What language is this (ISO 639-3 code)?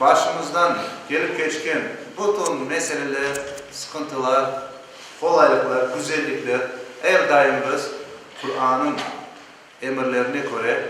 crh